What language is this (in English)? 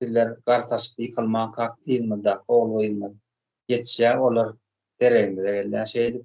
Turkmen